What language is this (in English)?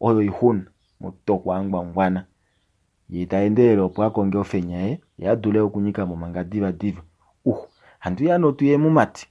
Kuanyama